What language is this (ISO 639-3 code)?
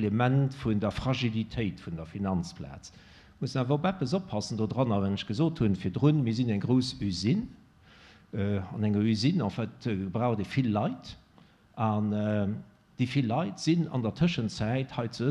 ltz